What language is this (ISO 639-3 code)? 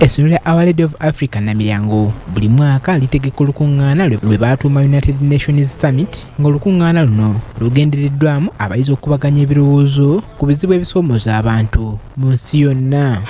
lug